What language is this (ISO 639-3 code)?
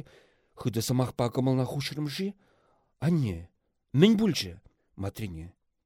chv